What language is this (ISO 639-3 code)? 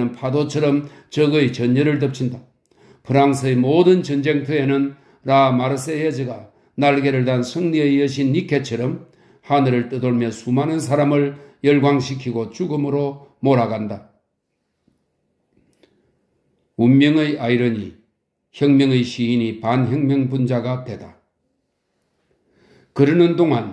kor